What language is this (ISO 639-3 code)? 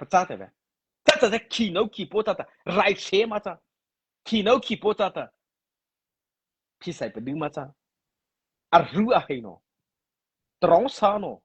mrh